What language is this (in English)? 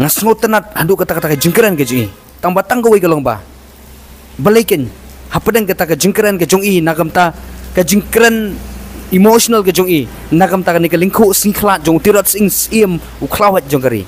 Khasi